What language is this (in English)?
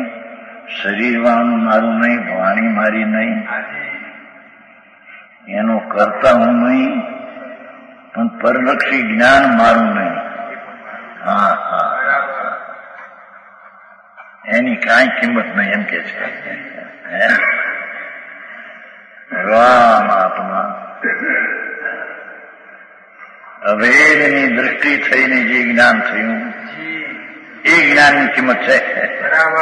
Gujarati